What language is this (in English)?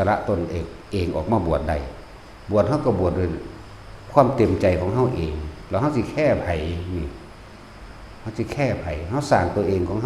Northeastern Thai